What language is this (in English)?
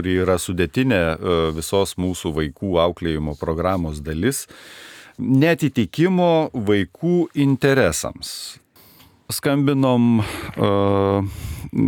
Lithuanian